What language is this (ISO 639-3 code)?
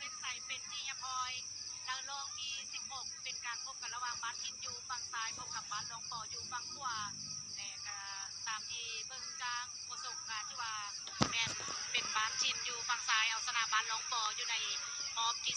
lao